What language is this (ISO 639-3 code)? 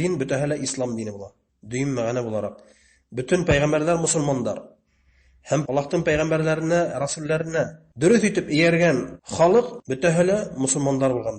bak